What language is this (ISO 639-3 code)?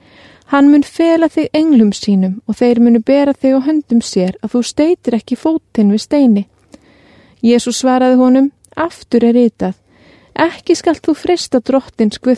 isl